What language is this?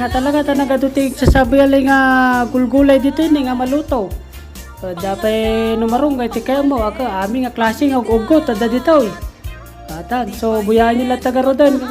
Iloko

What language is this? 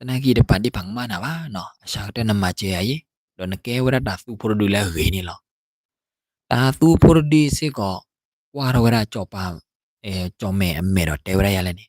S'gaw Karen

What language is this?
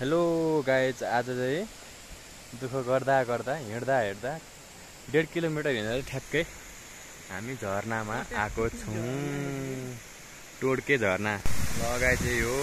Nepali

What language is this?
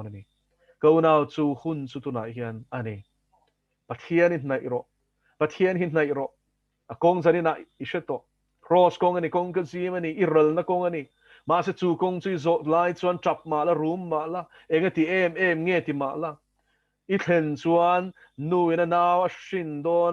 Mizo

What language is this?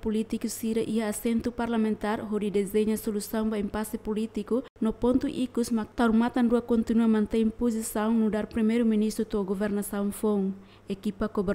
Tetum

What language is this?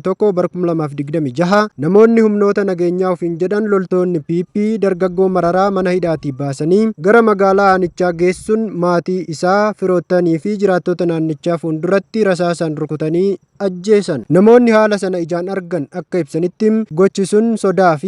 Oromo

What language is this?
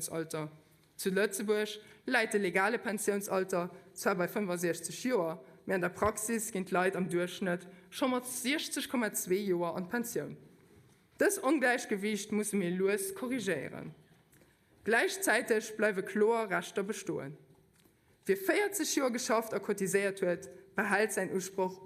Luxembourgish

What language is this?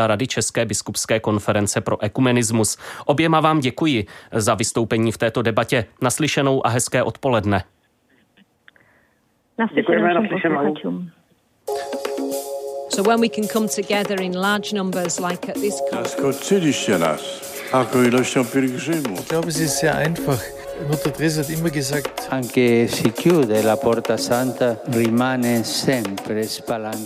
Czech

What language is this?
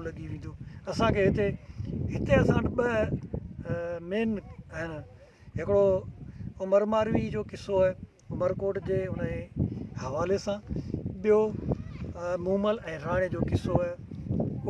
Sindhi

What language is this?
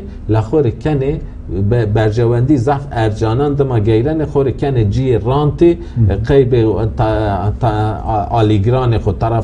Kurdish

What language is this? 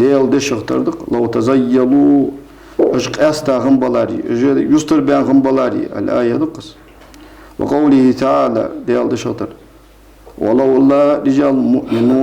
Ingush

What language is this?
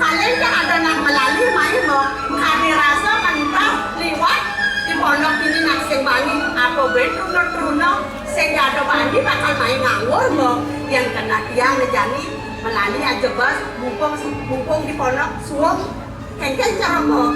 Balinese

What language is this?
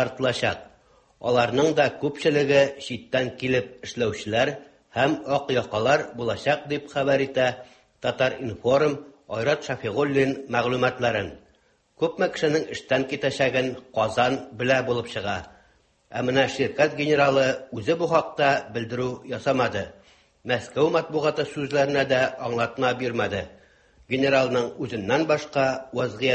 Tatar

